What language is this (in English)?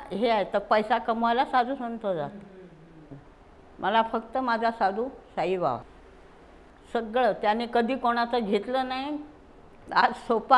Marathi